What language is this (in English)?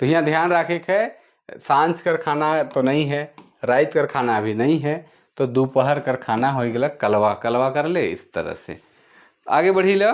Sadri